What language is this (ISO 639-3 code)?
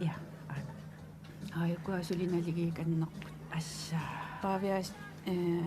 kal